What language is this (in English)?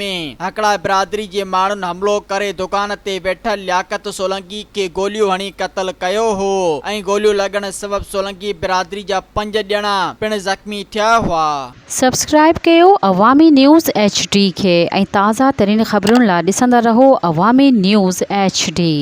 Sindhi